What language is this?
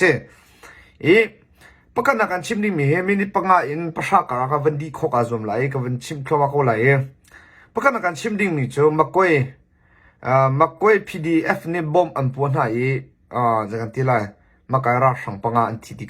Hakha Chin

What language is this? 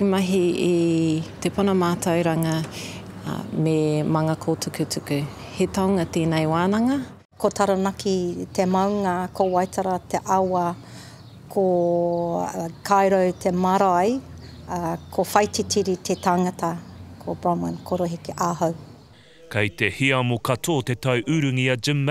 Māori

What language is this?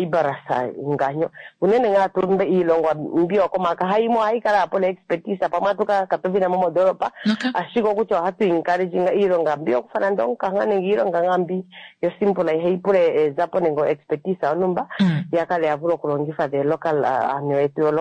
Kuanyama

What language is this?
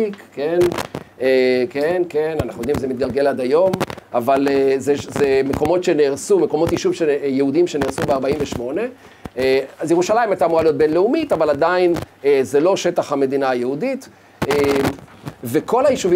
Hebrew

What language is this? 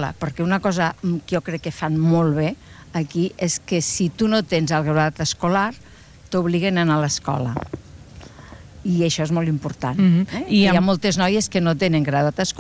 Catalan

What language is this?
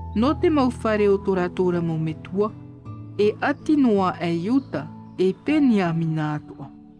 Tahitian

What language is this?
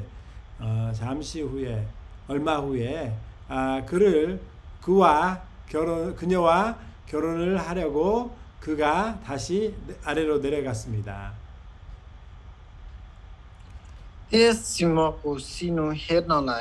Korean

